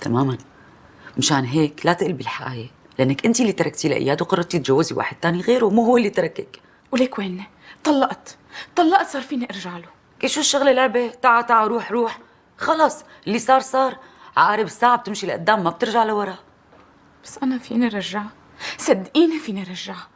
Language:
North Levantine Arabic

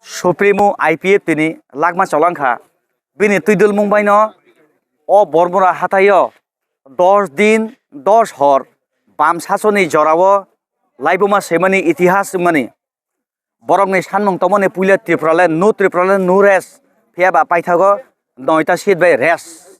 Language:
Kok Borok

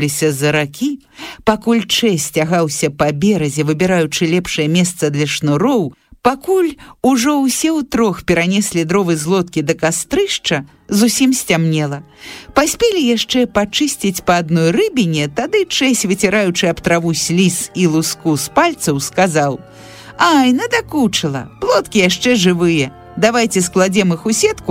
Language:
Belarusian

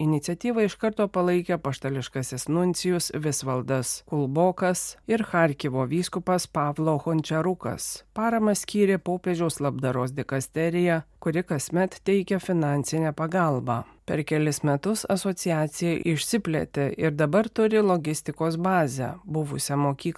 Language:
Lithuanian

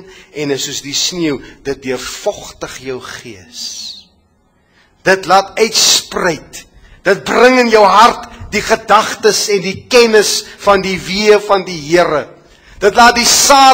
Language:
Afrikaans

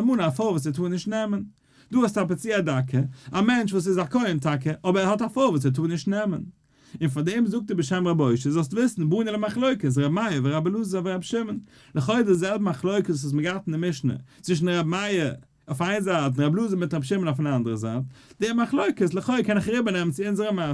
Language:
Yiddish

